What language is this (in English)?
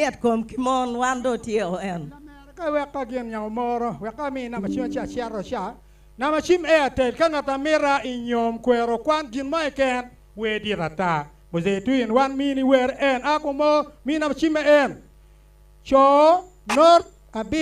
Acoli